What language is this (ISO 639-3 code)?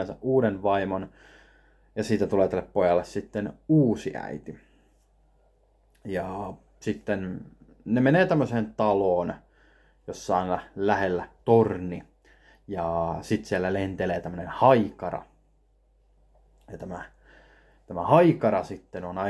fin